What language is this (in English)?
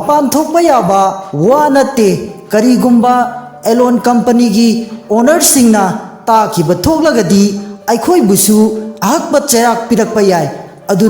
Manipuri